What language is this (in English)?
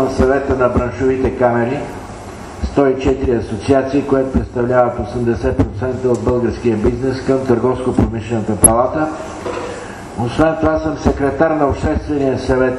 Bulgarian